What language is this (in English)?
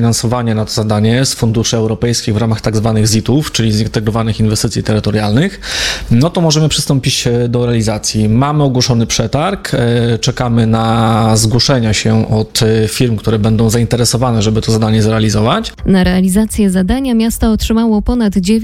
Polish